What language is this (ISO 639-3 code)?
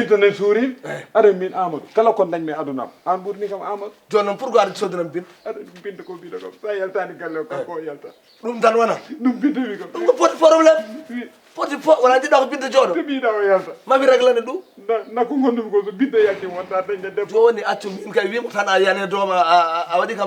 ful